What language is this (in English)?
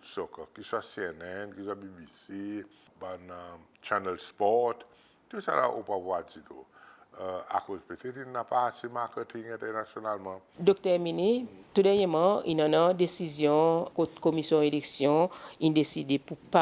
Seselwa Creole French